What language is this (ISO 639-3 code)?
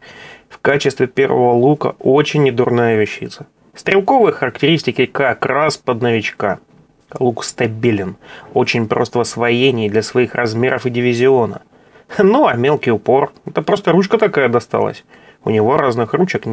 rus